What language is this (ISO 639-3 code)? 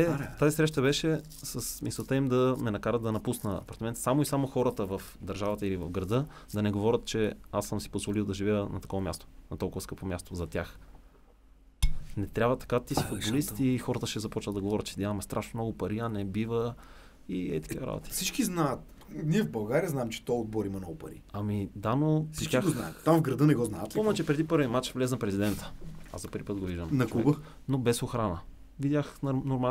bul